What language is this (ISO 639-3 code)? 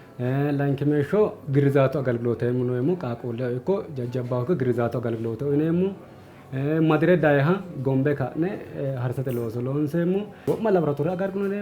sid